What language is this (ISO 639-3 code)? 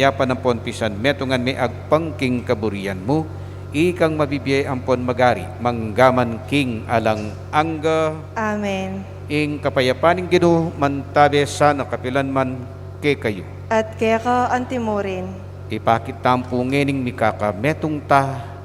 pam